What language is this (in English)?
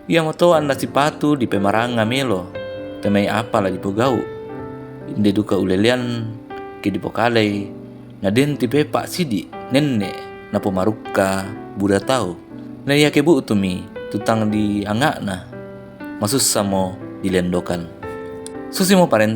Toraja-Sa'dan